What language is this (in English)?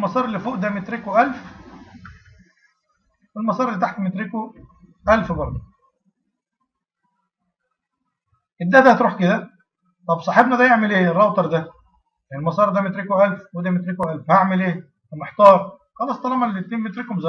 Egyptian Arabic